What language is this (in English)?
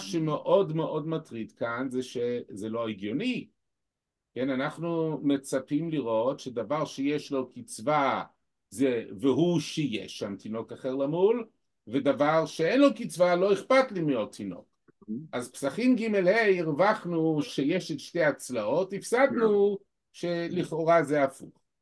Hebrew